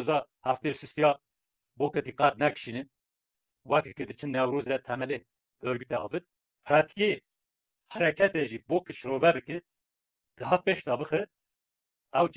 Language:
Kurdish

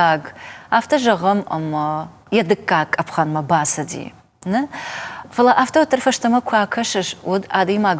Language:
Ossetic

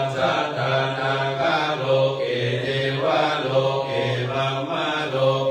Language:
Pali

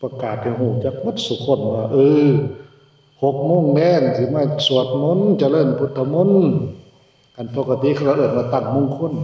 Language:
Northeastern Thai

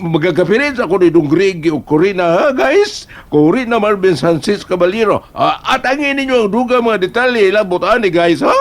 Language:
Cebuano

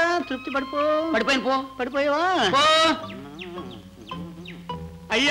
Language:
Telugu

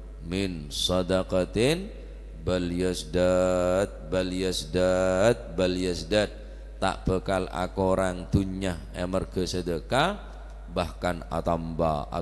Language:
Madurese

